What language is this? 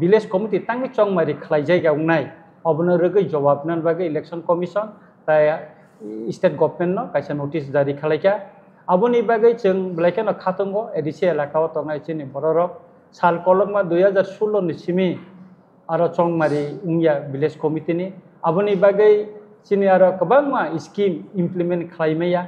Kok Borok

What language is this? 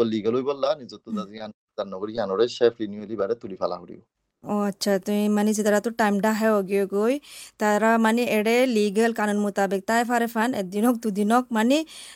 Bangla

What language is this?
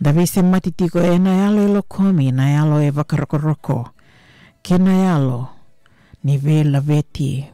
Fijian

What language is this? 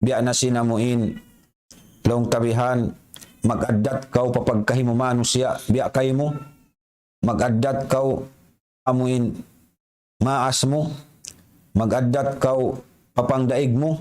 Tausug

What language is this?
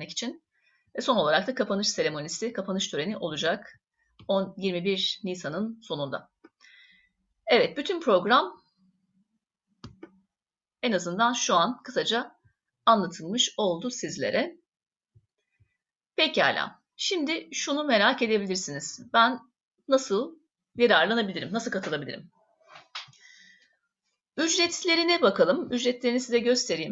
Turkish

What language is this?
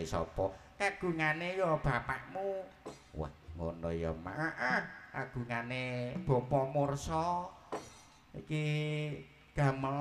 Javanese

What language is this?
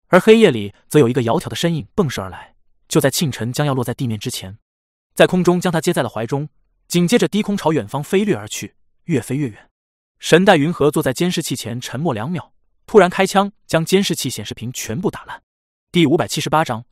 Chinese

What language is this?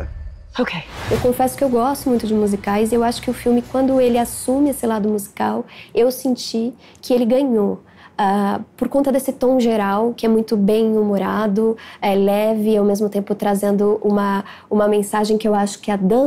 Portuguese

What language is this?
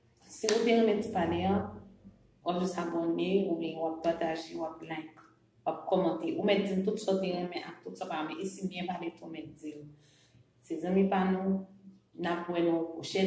Haitian Creole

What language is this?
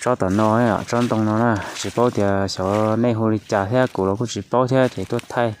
Hmong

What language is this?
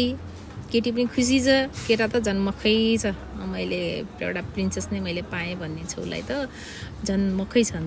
Nepali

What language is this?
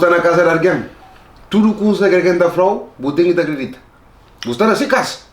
Kabuverdianu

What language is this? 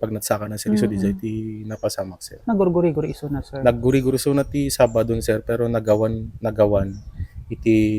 Iloko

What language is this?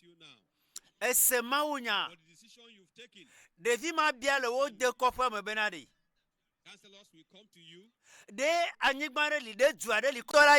Ewe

